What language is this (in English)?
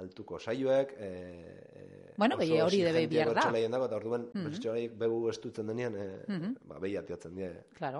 Basque